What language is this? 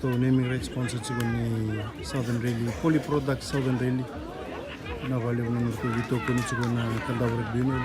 Fijian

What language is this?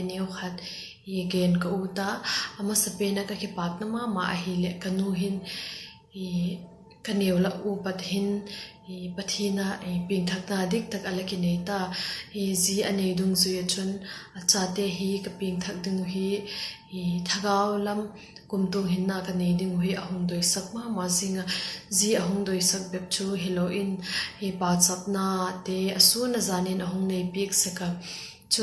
Vaiphei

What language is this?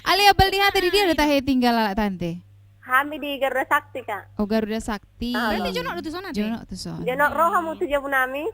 Batak Toba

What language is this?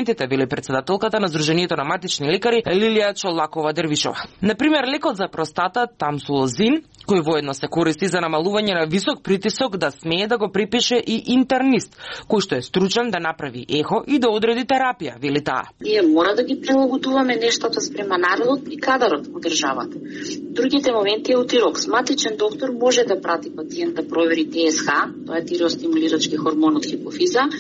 Macedonian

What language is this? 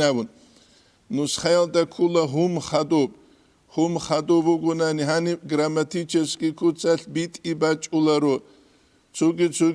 Avaric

